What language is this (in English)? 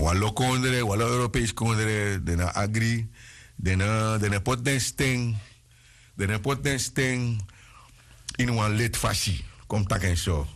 Sranan Tongo